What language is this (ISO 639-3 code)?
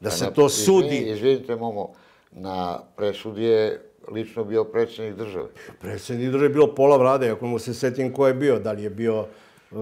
srp